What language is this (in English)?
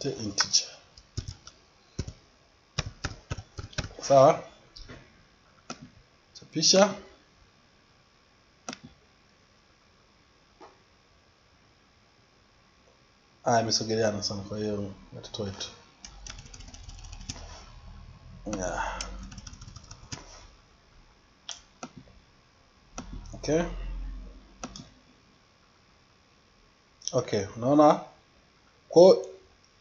Swahili